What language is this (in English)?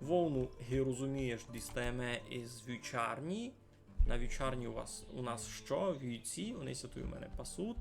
Rusyn